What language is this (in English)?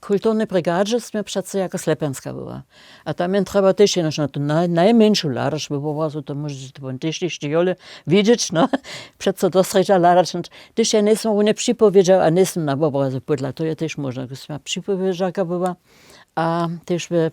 Upper Sorbian